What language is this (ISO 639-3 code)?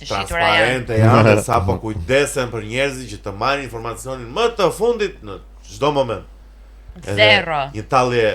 sqi